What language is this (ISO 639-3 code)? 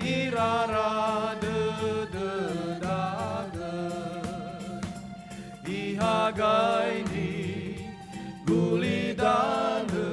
nia